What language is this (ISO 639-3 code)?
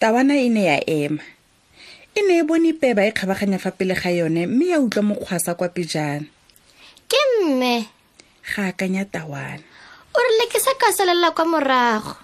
tsn